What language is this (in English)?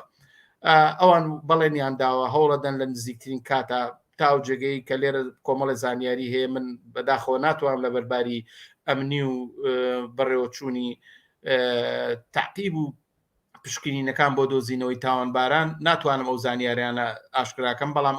Central Kurdish